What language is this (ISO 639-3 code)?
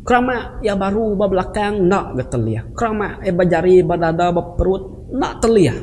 iba